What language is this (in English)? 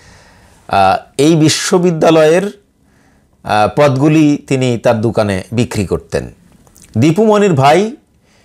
Bangla